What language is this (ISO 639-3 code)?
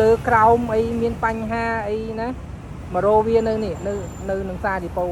khm